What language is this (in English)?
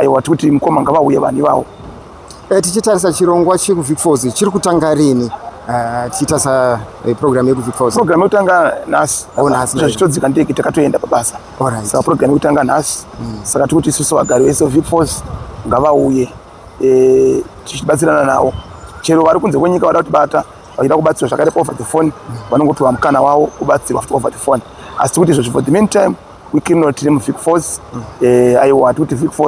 Shona